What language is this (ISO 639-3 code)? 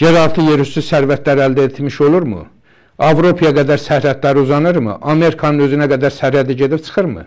aze